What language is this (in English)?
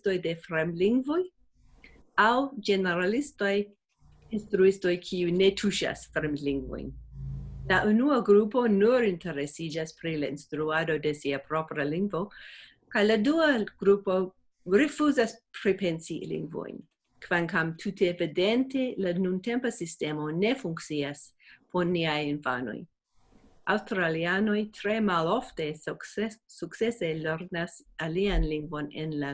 Esperanto